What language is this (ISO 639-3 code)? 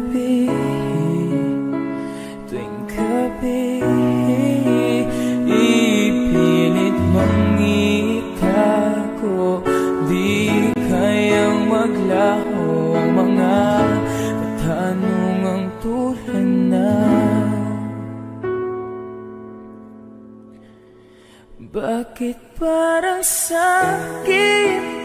fil